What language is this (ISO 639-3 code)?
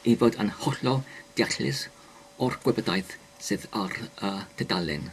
cym